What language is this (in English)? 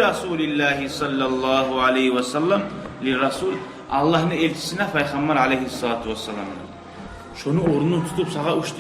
Kumyk